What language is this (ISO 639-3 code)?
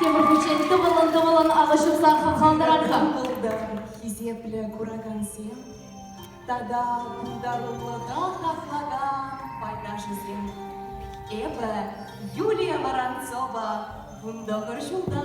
chv